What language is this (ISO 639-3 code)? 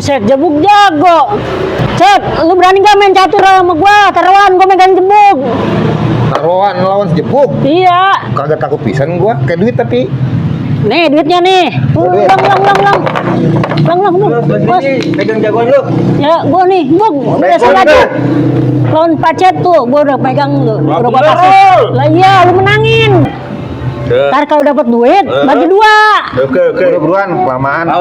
bew